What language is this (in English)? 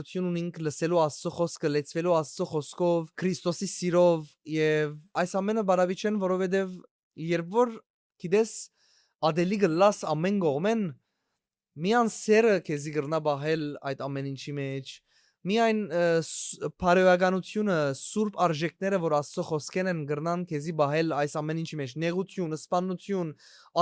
Western Armenian